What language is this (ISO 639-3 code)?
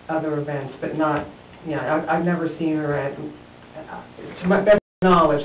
eng